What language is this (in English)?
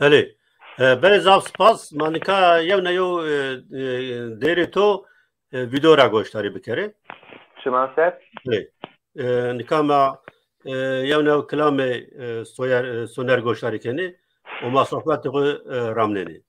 Zaza